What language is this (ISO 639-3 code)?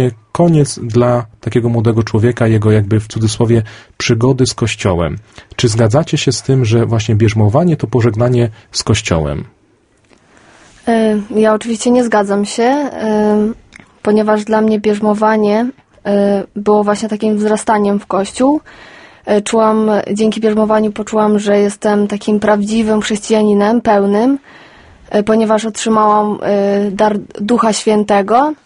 pol